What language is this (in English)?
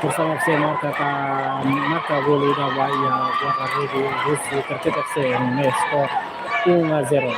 Tetum